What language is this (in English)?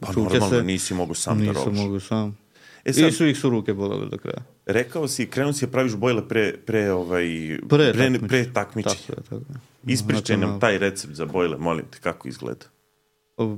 Serbian